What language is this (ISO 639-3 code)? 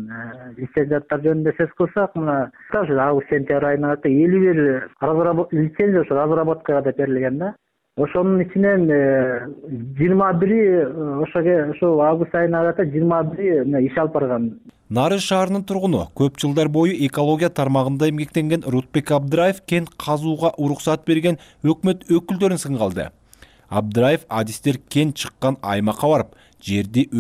kir